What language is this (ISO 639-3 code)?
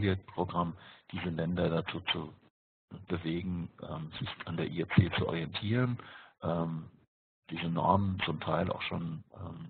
deu